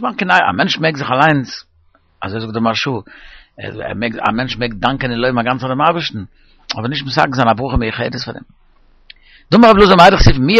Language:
Yiddish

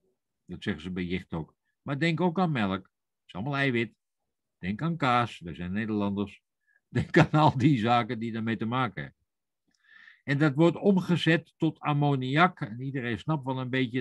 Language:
Dutch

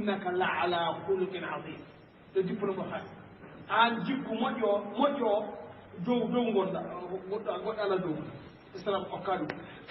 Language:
Fula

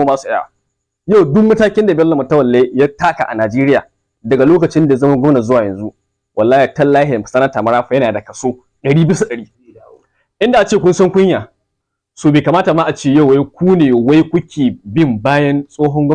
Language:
Hausa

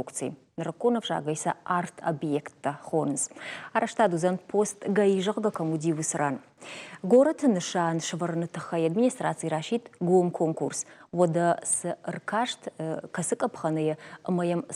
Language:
Ossetic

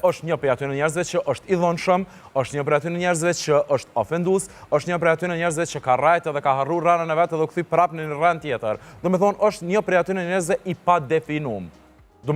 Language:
Albanian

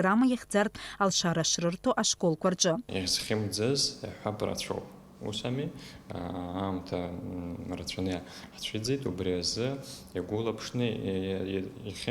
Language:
Abkhazian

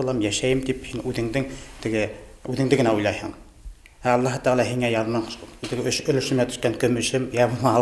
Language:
Bashkir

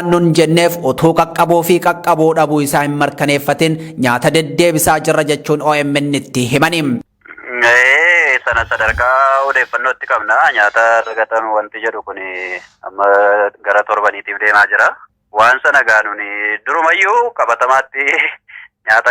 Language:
Oromo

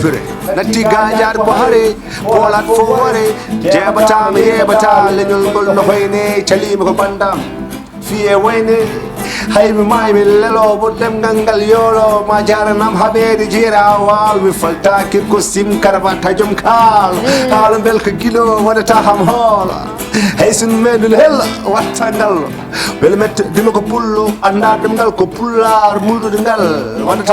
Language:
Fula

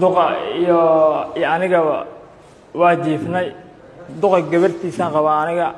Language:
Somali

